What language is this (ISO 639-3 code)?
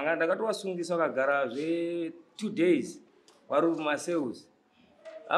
sna